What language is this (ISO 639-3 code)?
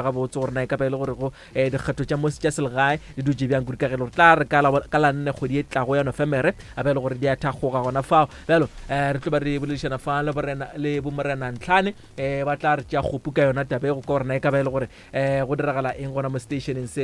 nso